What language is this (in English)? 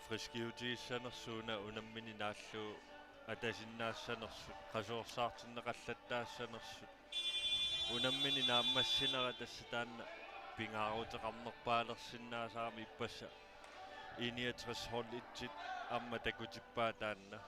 Kalaallisut